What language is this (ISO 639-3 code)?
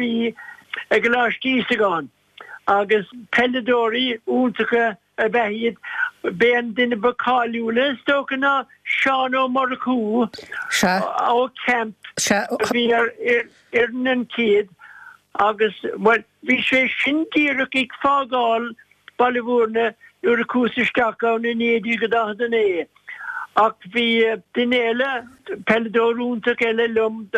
gle